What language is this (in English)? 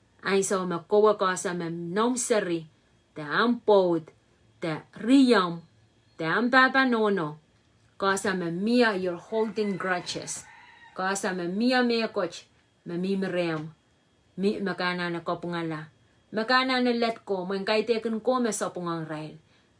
Pohnpeian